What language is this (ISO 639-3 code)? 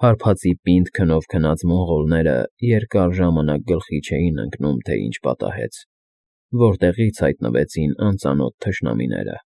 hye